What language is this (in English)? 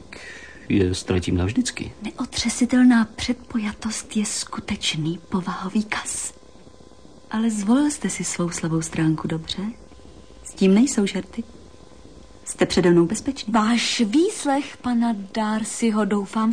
Czech